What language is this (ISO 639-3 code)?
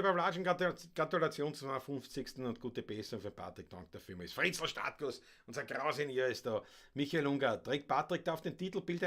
bar